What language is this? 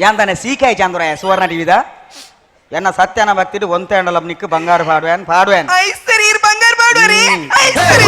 Tulu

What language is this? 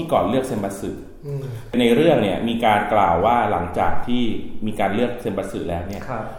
Thai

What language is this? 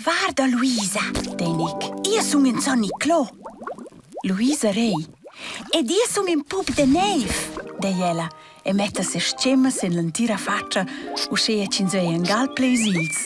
Romansh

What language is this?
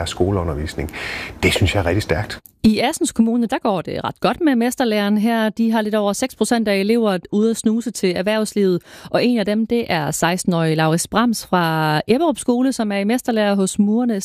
Danish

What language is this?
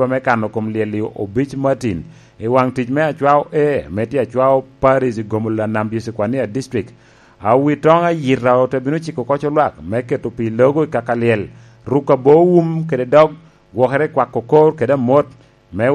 Lango (Uganda)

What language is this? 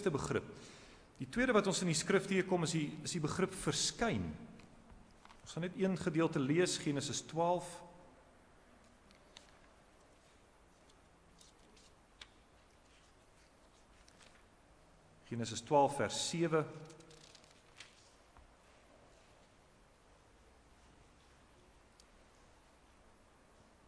Afrikaans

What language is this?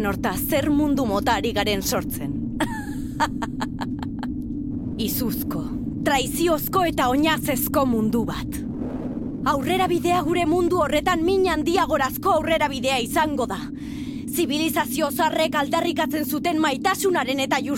Basque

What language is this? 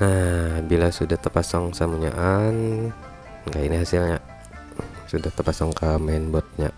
Banjar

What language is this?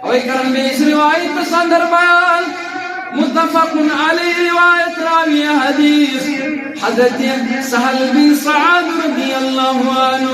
Kashmiri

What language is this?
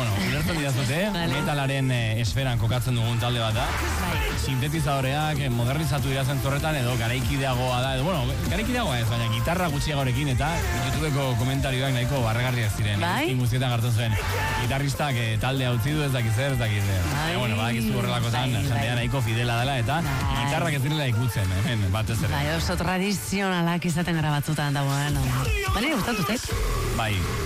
Basque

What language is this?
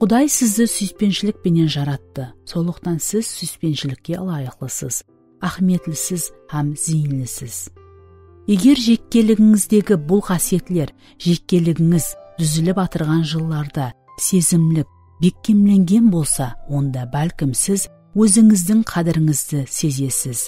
Kara-Kalpak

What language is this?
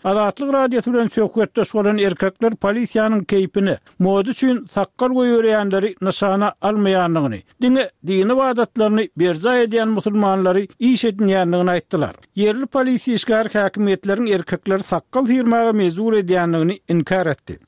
Turkmen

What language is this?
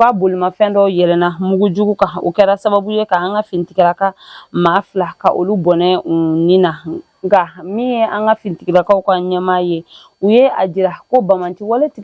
Bambara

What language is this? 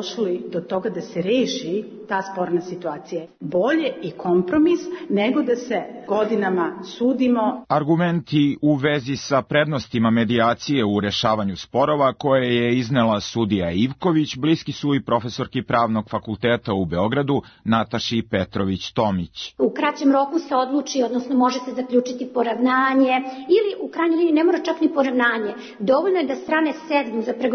Serbian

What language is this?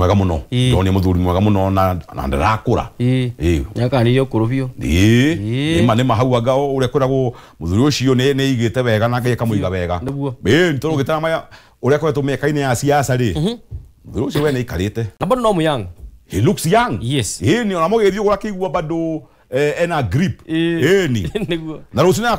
Kikuyu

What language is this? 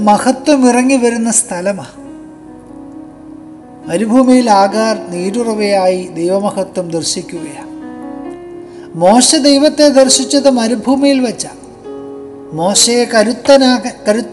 Malayalam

